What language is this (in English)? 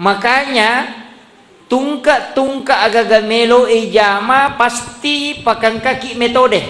Buginese